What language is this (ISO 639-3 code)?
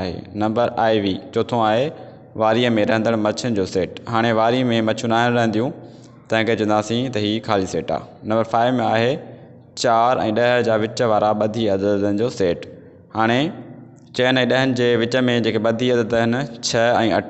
snd